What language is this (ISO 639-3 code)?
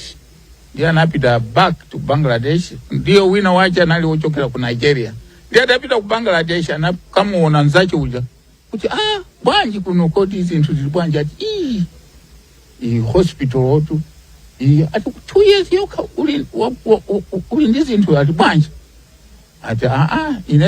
nya